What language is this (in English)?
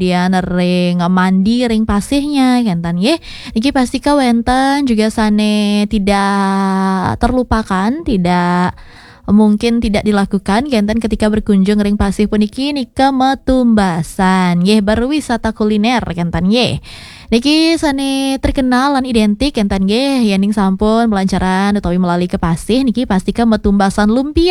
Balinese